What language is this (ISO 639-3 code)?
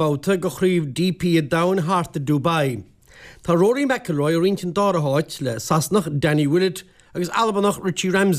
gle